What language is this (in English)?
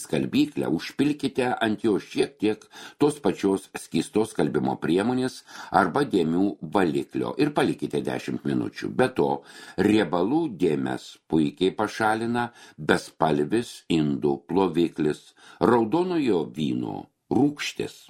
Lithuanian